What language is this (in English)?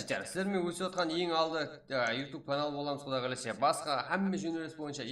Kara-Kalpak